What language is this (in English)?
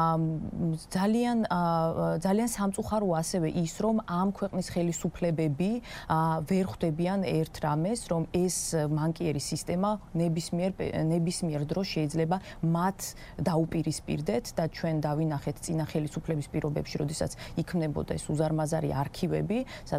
Georgian